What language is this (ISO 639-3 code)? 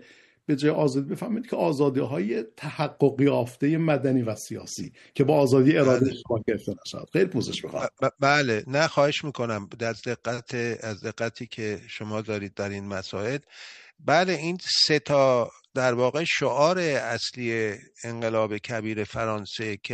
fas